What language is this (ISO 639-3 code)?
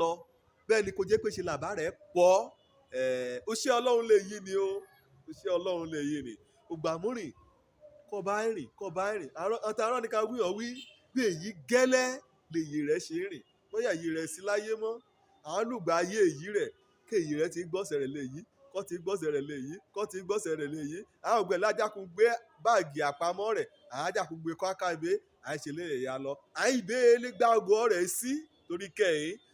yor